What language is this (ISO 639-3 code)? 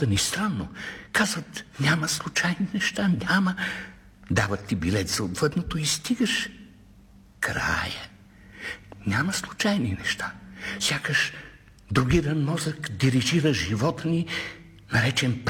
bul